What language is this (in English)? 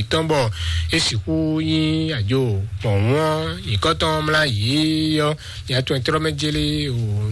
Fon